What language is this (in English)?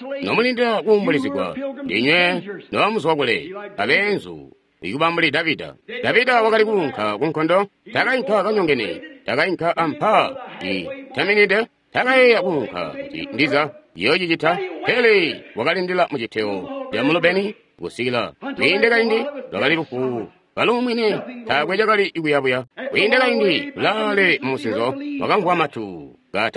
Tonga (Zambia)